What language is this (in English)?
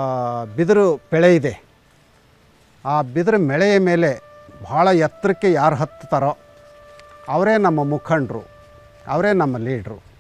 Kannada